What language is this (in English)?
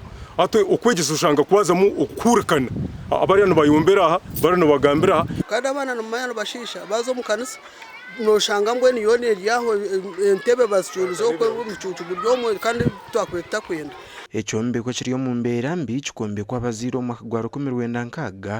Nyankole